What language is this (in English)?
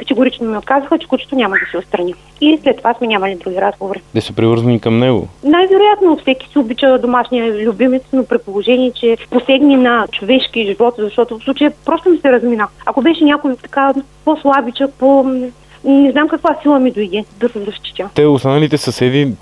Bulgarian